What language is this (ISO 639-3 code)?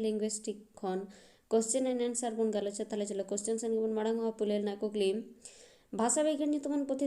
sat